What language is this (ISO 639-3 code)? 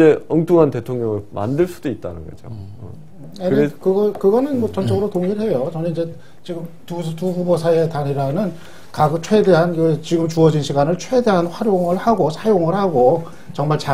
kor